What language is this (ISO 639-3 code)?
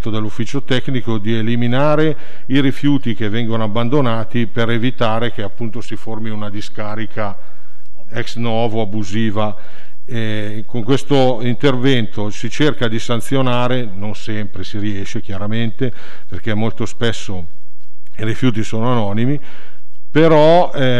ita